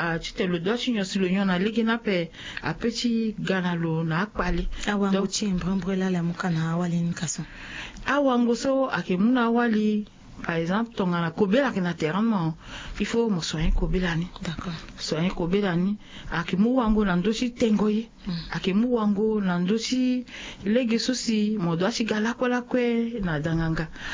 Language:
Sango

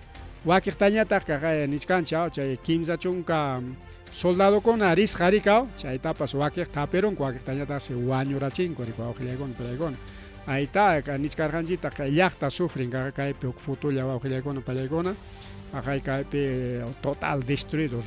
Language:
Ayacucho Quechua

